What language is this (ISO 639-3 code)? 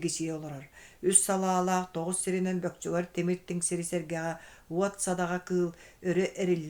sah